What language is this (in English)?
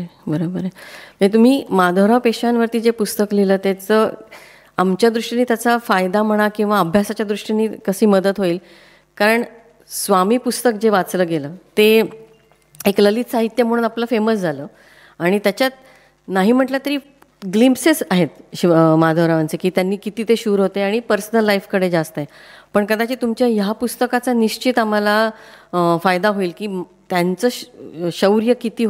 Marathi